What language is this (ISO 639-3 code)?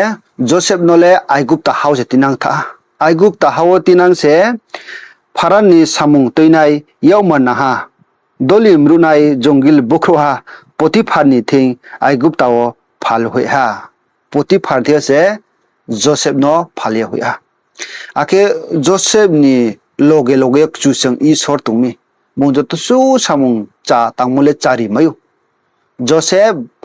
ria